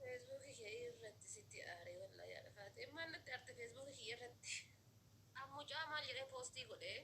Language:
Oromo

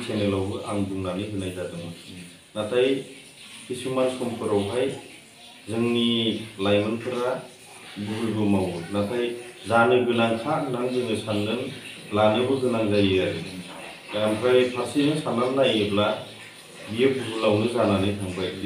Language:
Bodo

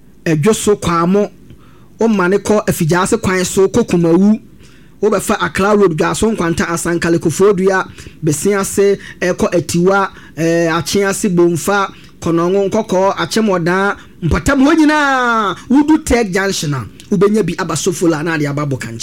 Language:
Akan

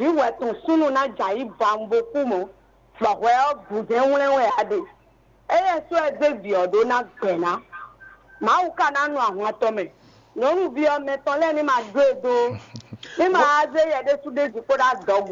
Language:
Fon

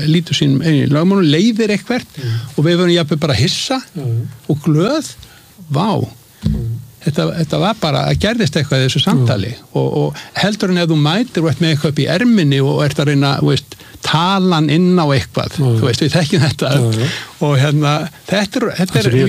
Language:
Icelandic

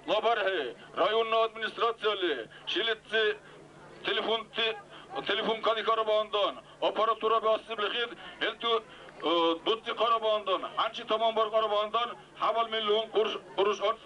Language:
Dargwa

